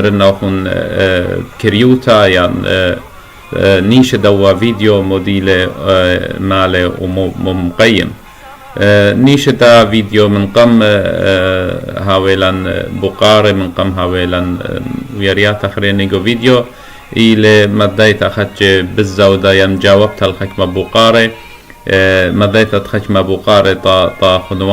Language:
Assyrian Neo-Aramaic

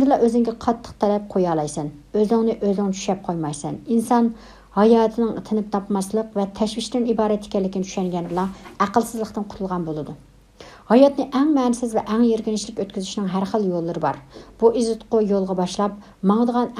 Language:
Uyghur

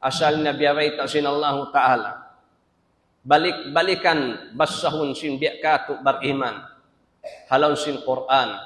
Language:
Tausug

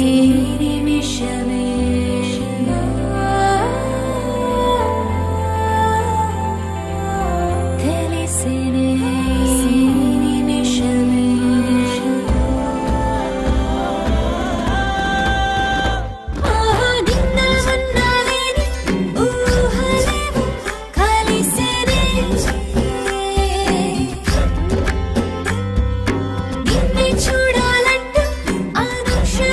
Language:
Telugu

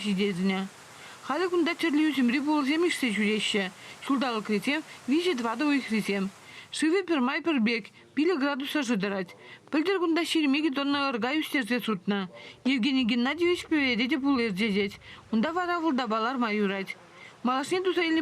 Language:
Chuvash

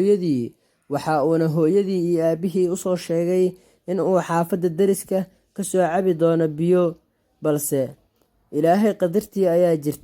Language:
Somali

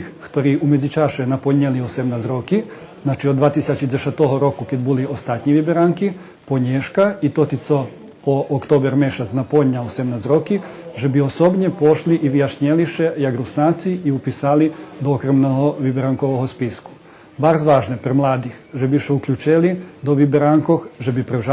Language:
Rusyn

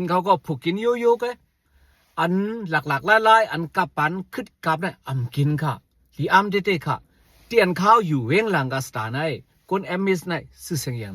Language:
Shan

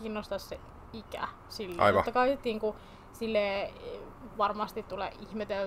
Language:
Finnish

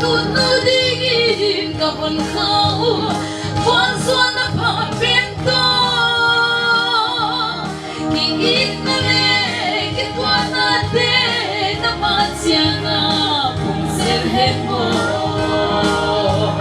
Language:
Paite Chin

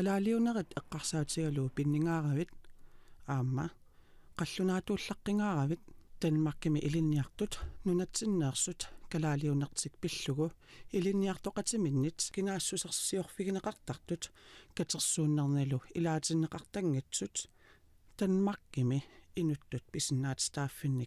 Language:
Kalaallisut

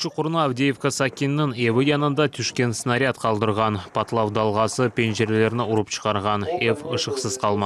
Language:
Crimean Tatar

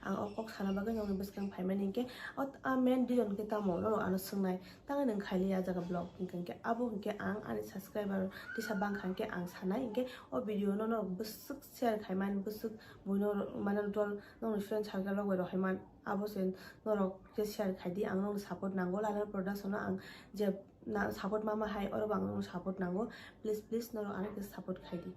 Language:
Kok Borok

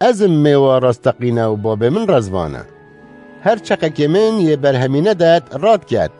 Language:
Kurdish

